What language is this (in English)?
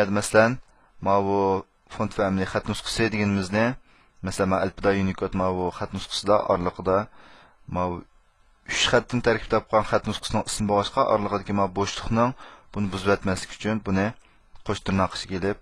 Uyghur